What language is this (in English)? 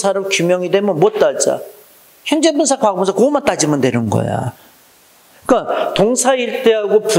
Korean